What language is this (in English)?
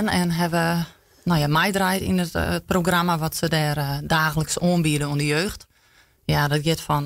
Western Frisian